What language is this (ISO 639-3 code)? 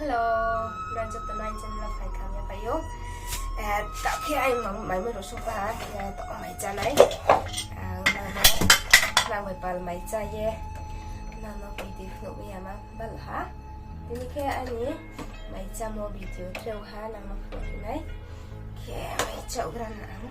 ria